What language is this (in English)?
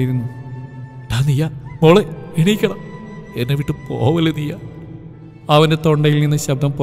Malayalam